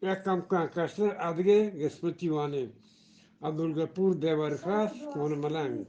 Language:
Eastern Balochi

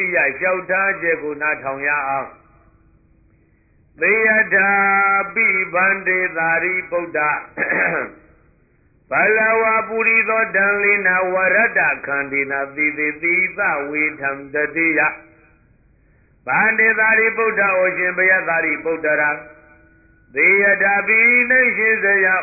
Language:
Burmese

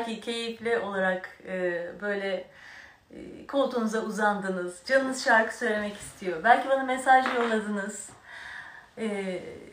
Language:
Turkish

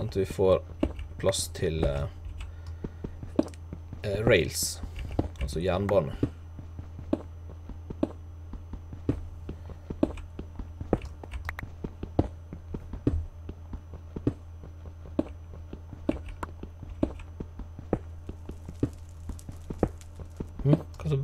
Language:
Norwegian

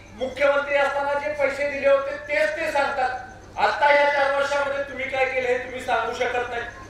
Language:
Marathi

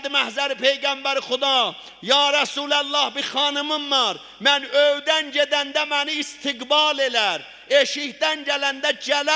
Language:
South Azerbaijani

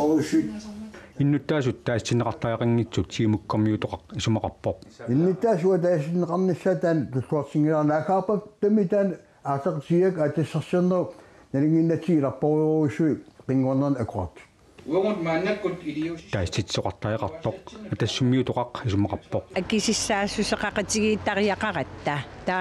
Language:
Kalaallisut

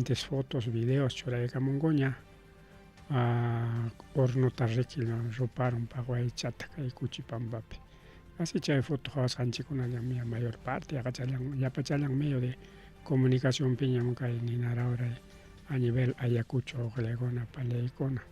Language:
Ayacucho Quechua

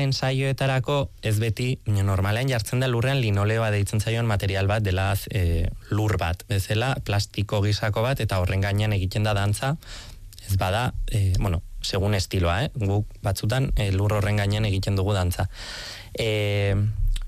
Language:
Basque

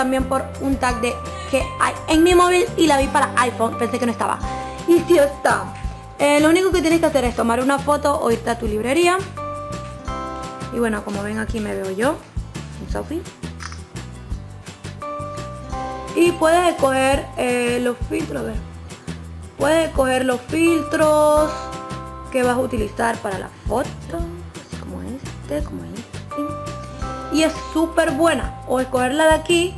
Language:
Spanish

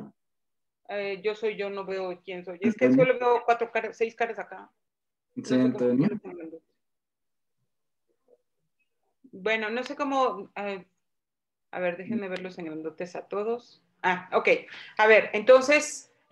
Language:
Spanish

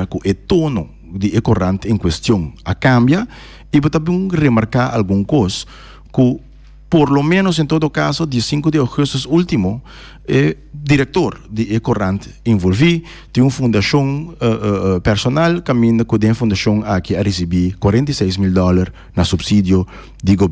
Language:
Papiamento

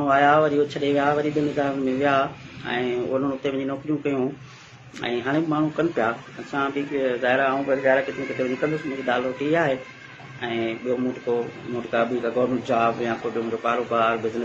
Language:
Sindhi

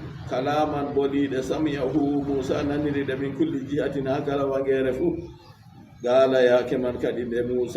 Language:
Fula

